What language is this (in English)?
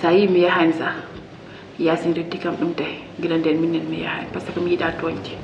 Fula